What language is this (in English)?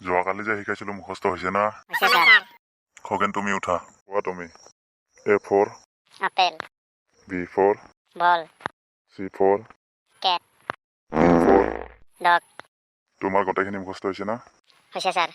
Assamese